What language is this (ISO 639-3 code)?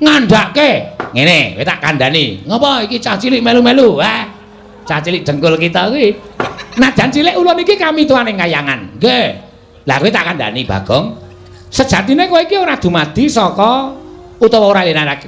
jav